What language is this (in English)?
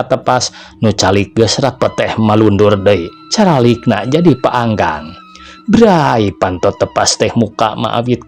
Sundanese